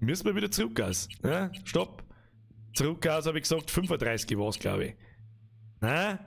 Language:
Bavarian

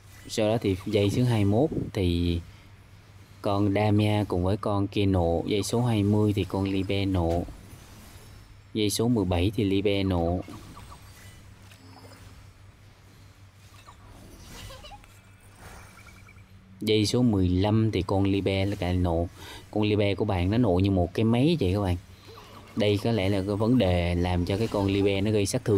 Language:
Vietnamese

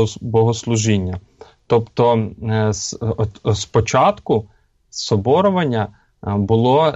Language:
Ukrainian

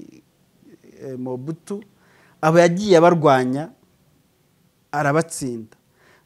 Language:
Kinyarwanda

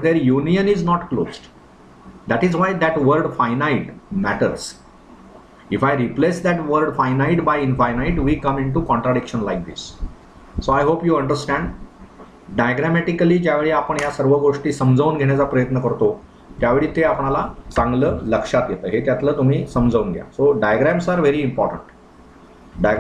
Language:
Marathi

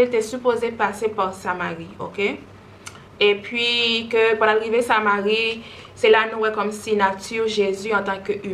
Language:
Haitian Creole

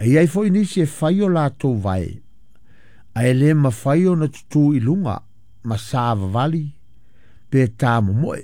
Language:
Samoan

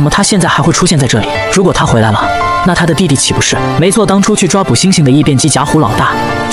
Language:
Chinese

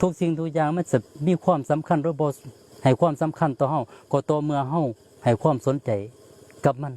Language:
Northeastern Thai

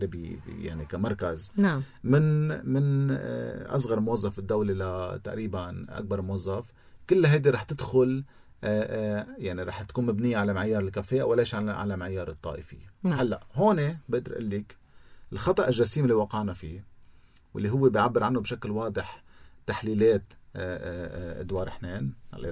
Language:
North Levantine Arabic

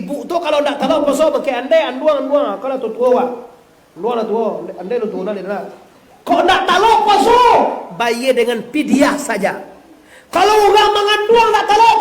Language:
Minangkabau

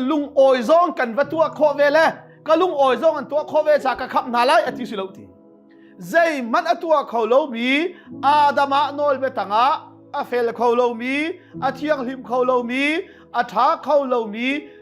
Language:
Hakha Chin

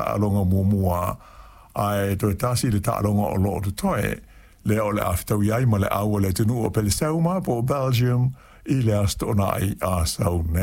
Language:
Samoan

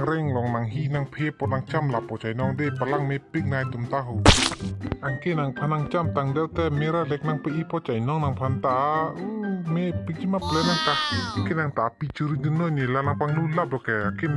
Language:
Karbi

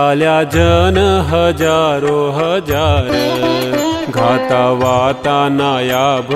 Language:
Gujarati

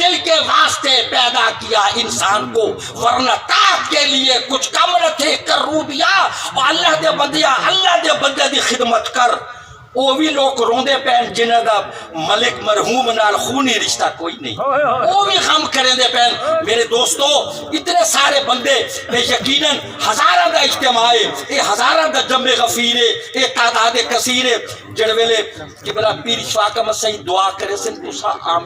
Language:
Saraiki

